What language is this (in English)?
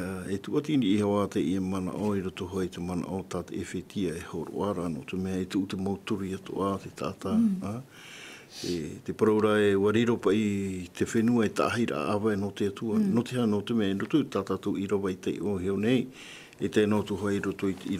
Tahitian